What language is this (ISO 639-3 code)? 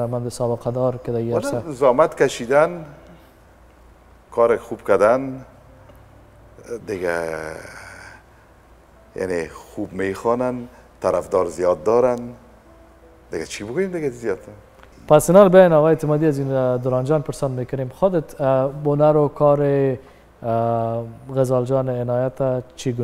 fas